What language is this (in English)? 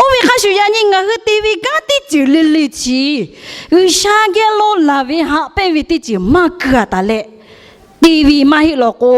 Lahu